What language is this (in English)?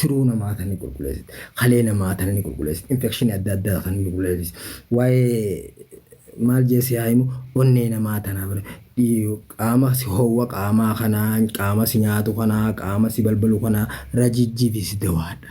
Oromo